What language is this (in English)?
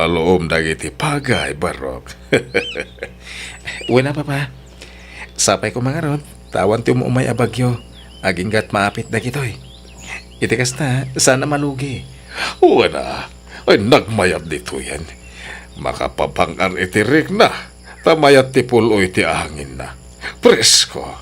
Iloko